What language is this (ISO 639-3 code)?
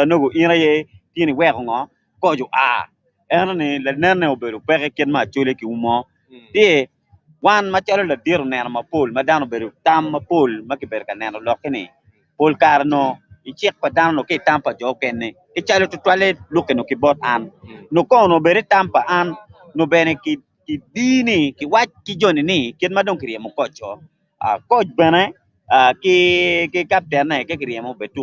ach